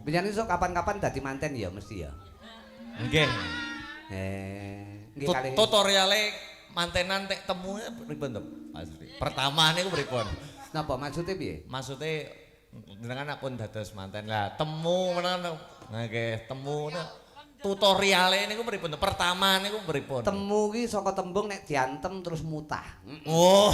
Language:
Javanese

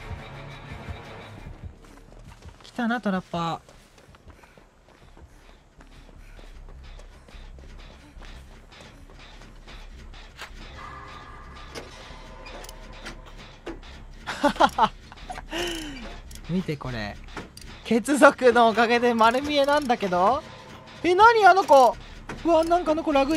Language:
Japanese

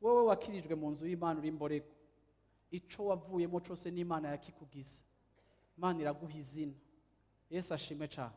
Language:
Rundi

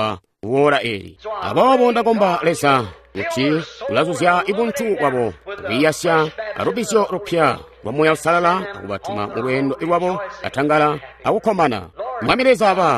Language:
Tonga (Zambia)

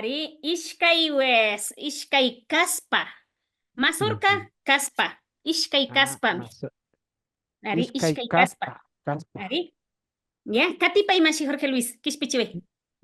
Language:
Imbabura Highland Quichua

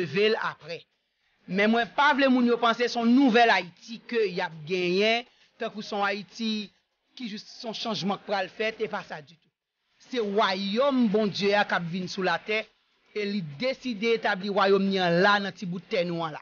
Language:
Haitian Creole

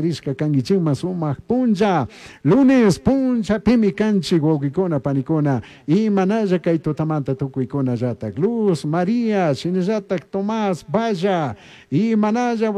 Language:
Chimborazo Highland Quichua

